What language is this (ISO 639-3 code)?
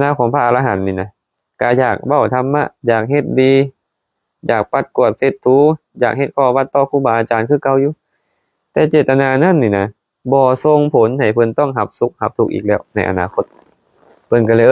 lao